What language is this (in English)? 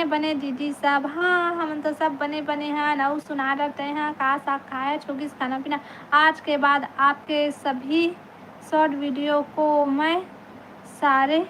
Chhattisgarhi